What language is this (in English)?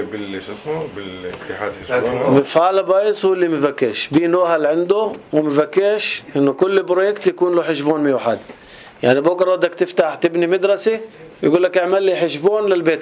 North Levantine Arabic